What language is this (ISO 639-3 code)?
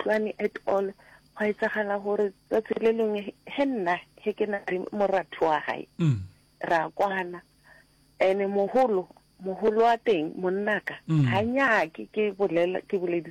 nso